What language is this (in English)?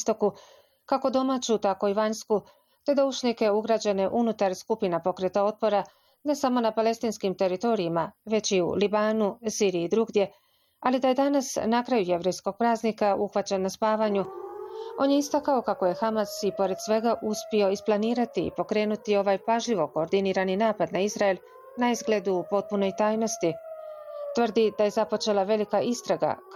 Bosnian